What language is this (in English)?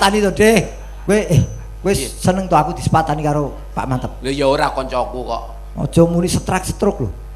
Javanese